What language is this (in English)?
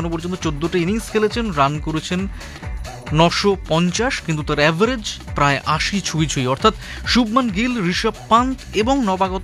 Bangla